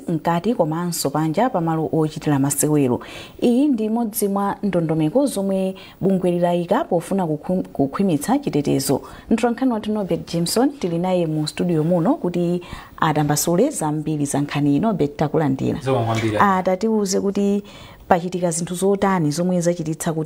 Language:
Nyanja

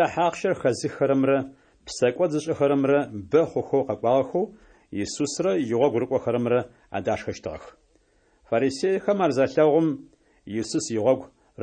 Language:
Adyghe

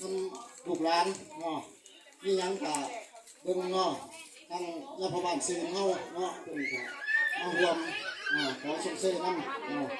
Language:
Lao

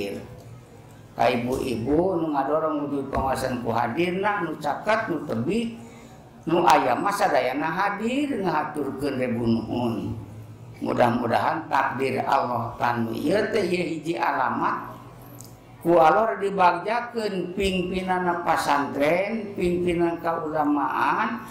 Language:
Sundanese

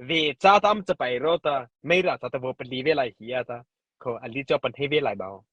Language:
Mara Chin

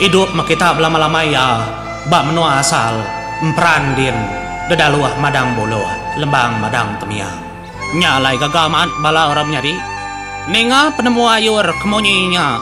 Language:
Iban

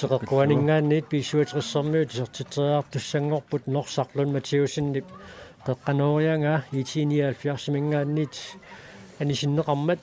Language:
Kalaallisut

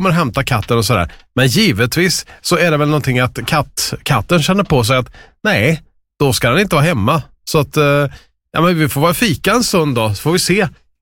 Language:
Swedish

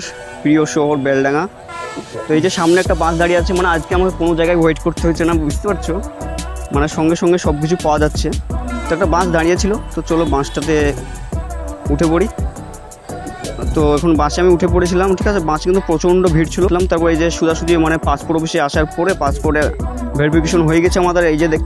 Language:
Bangla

